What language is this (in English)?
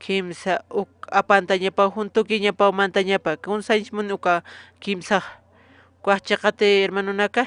Aymara